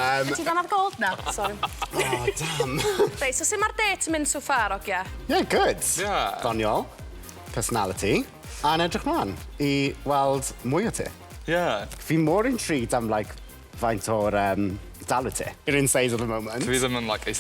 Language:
Welsh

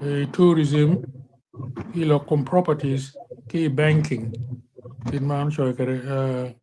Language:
Acoli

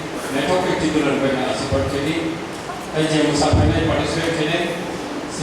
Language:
Kok Borok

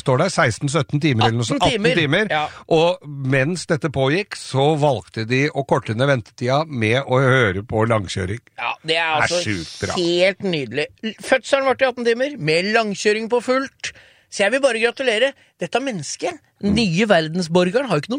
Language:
Norwegian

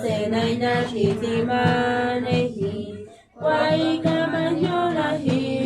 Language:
San Jerónimo Tecóatl Mazatec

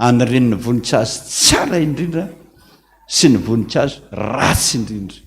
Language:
Malagasy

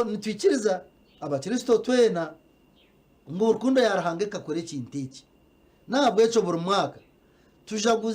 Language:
Nyankole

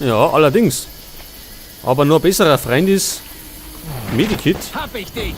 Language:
Bavarian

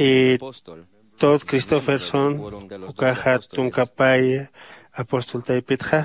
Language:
Aymara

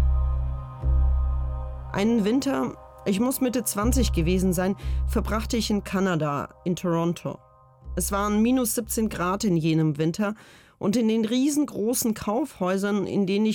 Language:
German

